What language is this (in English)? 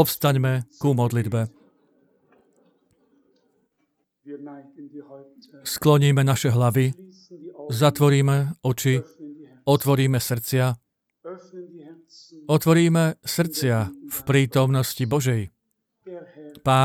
Slovak